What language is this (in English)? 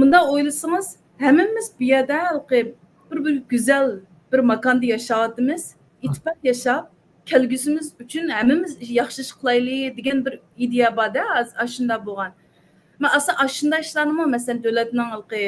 Uyghur